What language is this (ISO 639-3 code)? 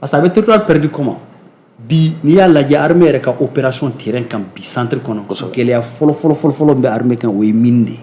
bam